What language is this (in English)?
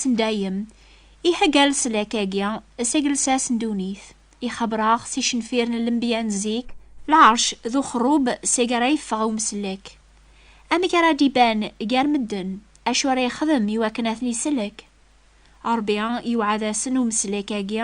Kabyle